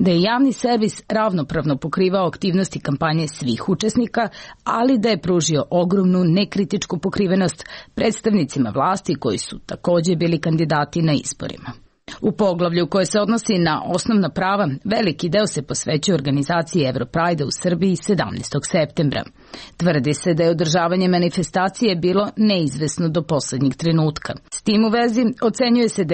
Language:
Serbian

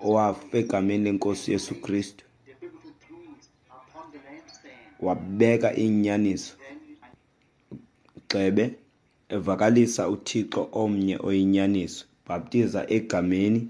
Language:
Xhosa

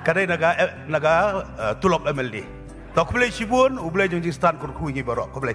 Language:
Khasi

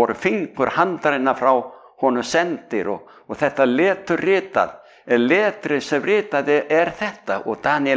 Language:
Icelandic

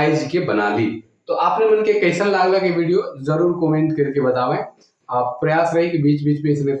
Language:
Sadri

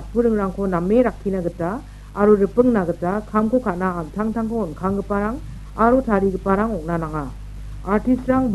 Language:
Garo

